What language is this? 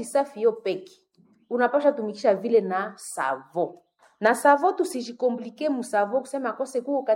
Swahili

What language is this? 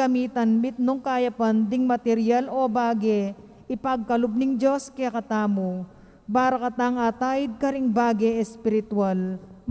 Pampanga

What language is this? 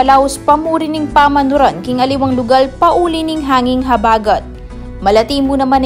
Pampanga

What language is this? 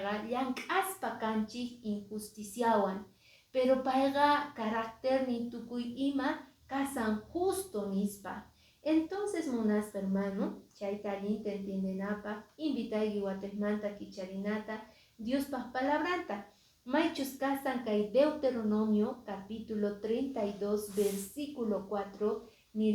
Quechua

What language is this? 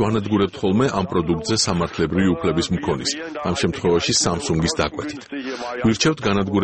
Georgian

